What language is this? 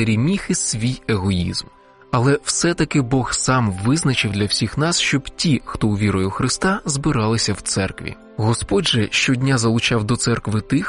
Ukrainian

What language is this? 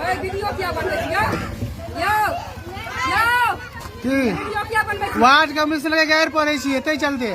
Maithili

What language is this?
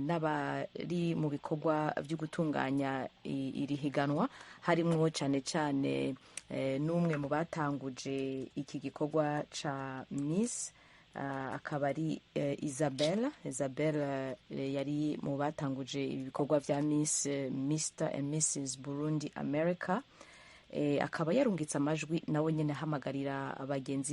Rundi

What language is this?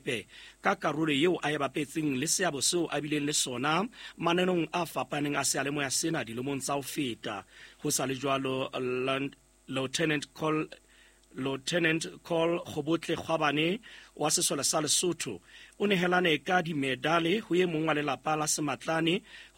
Southern Sotho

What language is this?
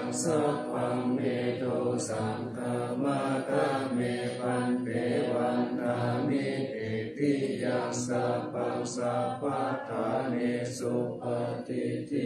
Pali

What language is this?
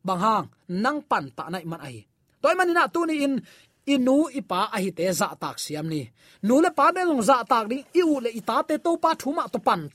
Tedim Chin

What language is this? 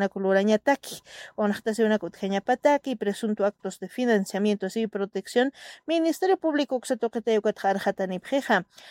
Aymara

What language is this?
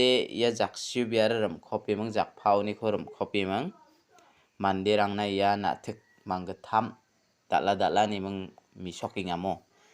Garo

